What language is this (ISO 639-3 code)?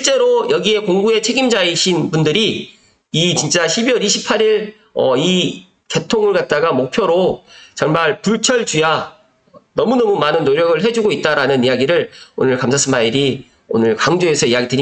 kor